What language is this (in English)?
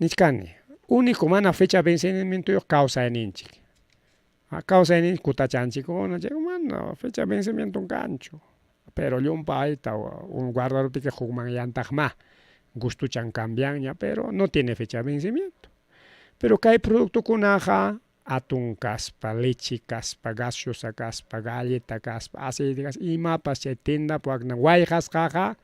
Ayacucho Quechua